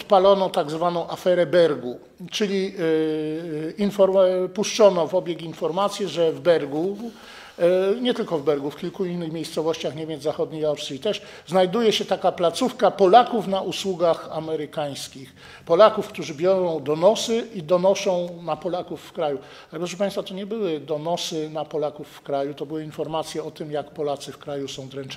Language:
Polish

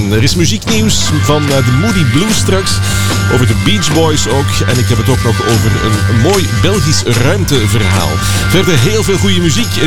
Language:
Dutch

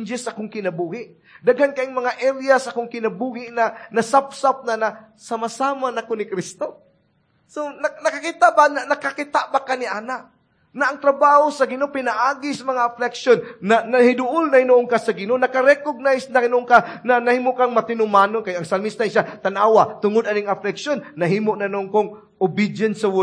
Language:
Cebuano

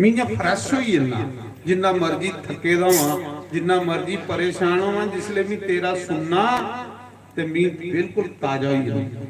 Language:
Dogri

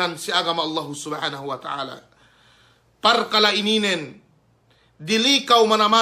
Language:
Yakan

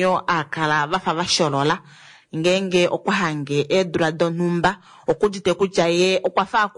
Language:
Kuanyama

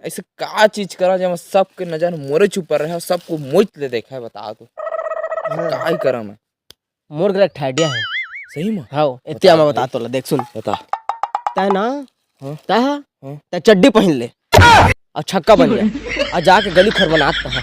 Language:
Chhattisgarhi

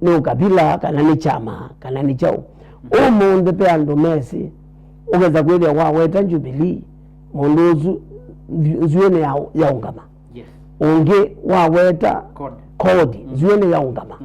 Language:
Kamba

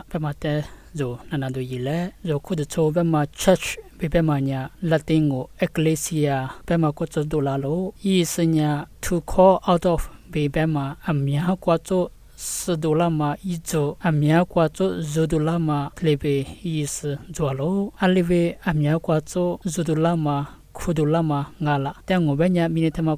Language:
Lisu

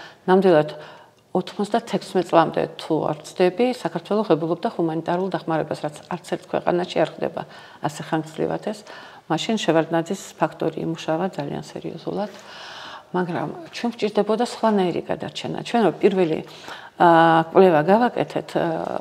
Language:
Georgian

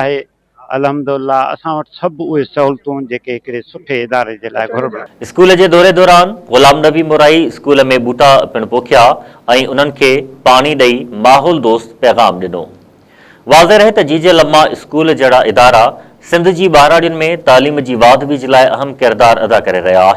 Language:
Sindhi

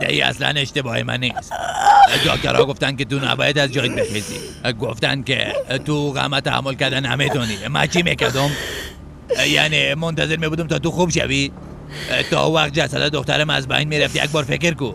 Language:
Persian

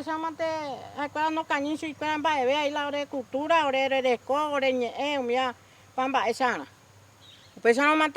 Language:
Guarani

